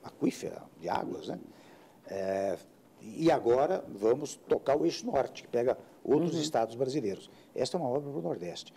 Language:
Portuguese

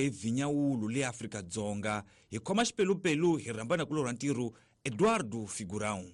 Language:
Tsonga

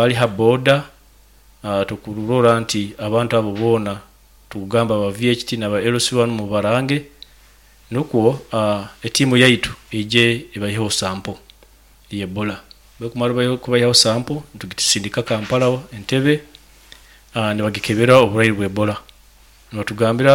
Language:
Nyoro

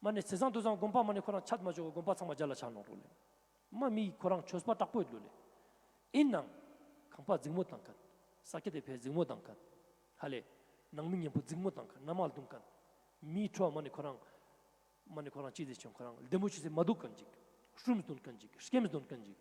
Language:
Ladakhi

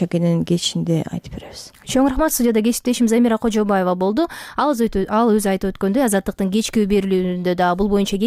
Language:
Kyrgyz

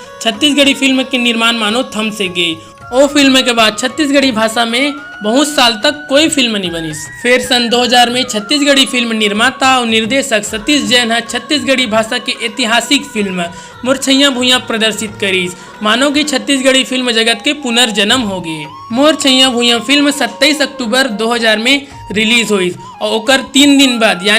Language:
Chhattisgarhi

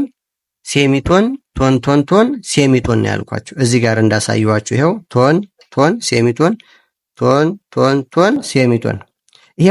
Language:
Amharic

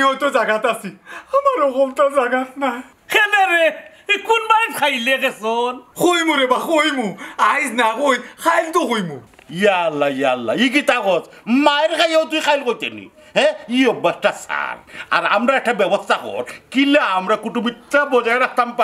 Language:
Sylheti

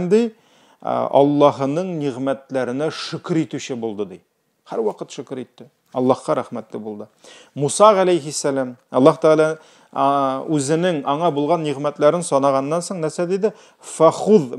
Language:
Tatar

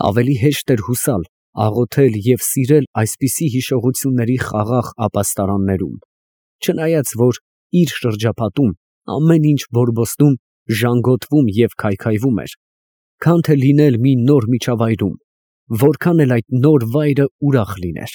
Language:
Armenian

